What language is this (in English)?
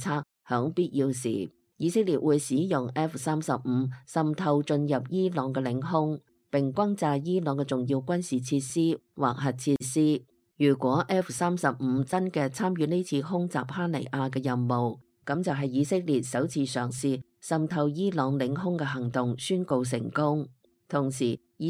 Cantonese